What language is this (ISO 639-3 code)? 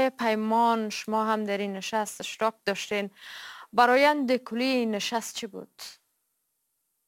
fas